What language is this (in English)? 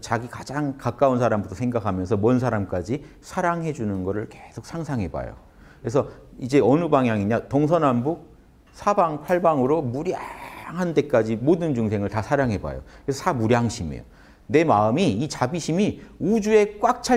Korean